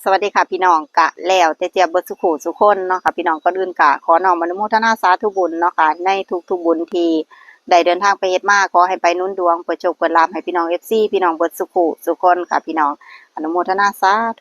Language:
Northeastern Thai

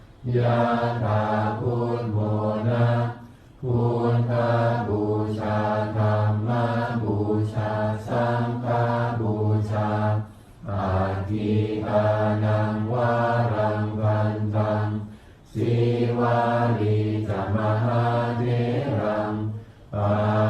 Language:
Pali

